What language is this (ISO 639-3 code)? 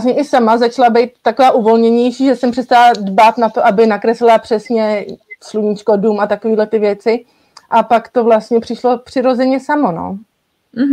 ces